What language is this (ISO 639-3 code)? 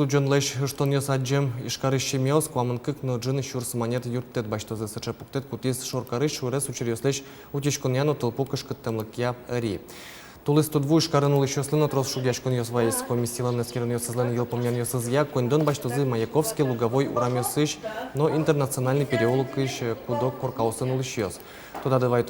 udm